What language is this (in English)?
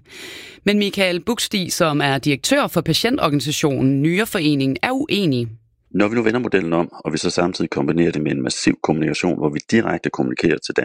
Danish